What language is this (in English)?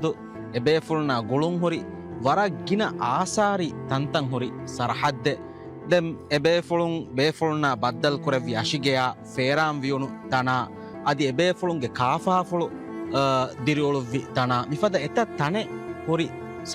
Divehi